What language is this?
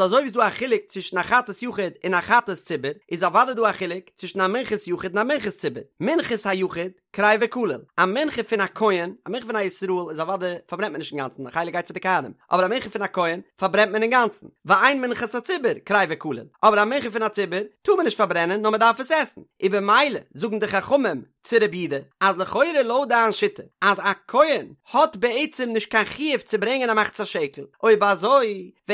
Yiddish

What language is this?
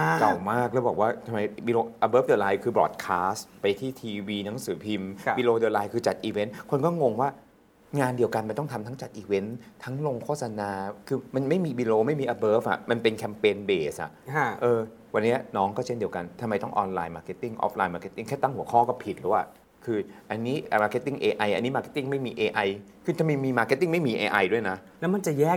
Thai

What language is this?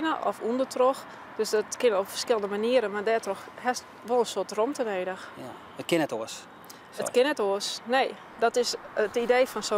Western Frisian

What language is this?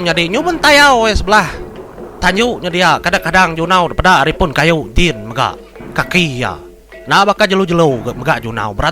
Iban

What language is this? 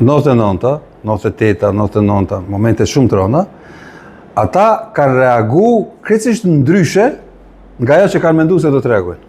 Albanian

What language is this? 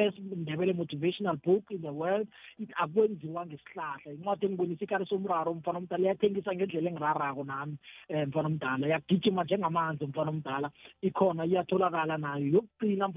South Ndebele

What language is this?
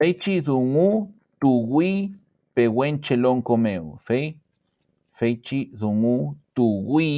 Mapuche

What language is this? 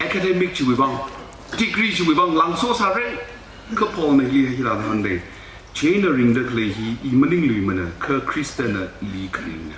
Tangkhul Naga (India)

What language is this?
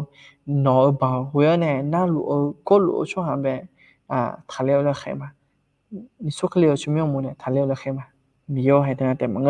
Akha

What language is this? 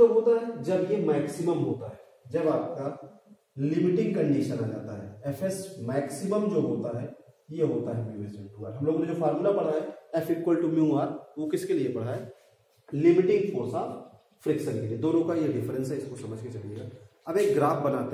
Hindi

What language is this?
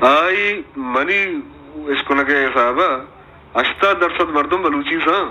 Baluchi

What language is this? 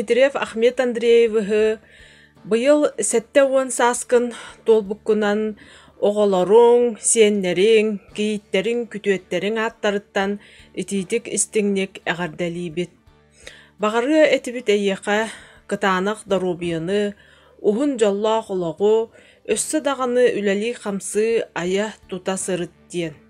Yakut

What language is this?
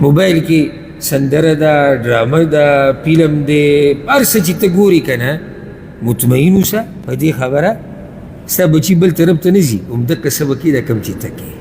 Pashto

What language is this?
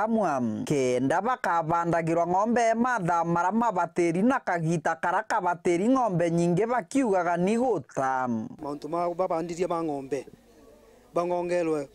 Meru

